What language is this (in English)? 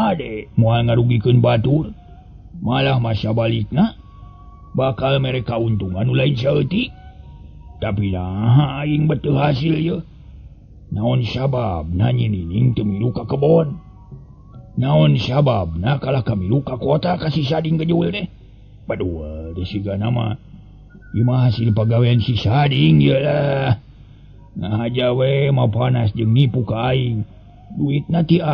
Sundanese